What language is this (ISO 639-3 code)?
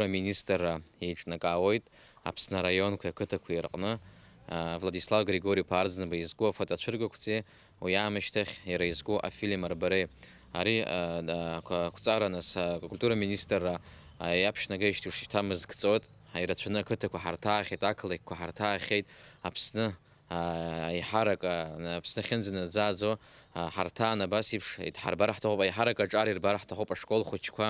abk